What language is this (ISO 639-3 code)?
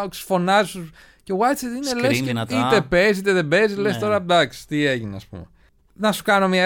ell